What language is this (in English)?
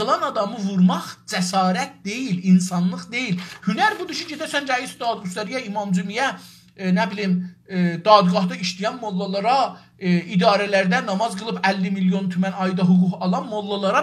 South Azerbaijani